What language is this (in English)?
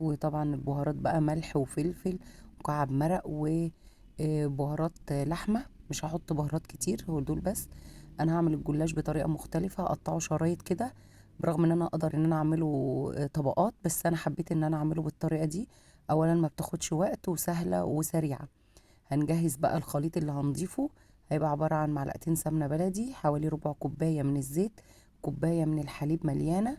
Egyptian Arabic